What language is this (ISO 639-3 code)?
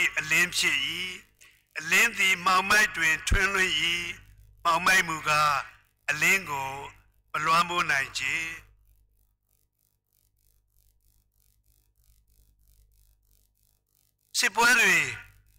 mya